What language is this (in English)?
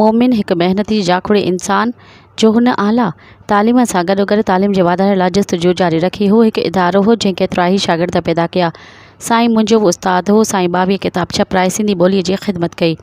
Sindhi